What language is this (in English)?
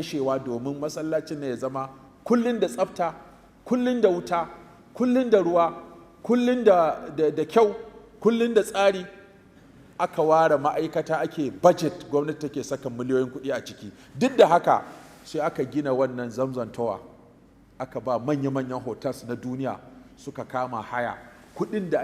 Hausa